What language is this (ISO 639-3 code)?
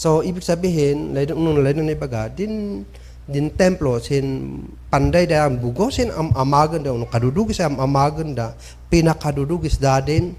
kne